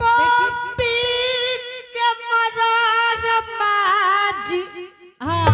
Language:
Angika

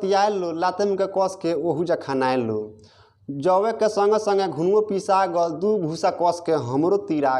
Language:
Bhojpuri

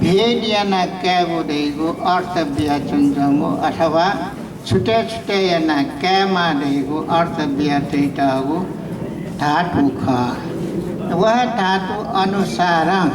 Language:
Newari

